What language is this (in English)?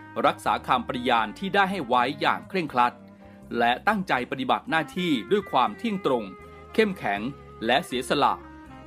Thai